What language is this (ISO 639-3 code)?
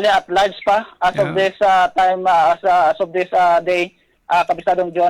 hil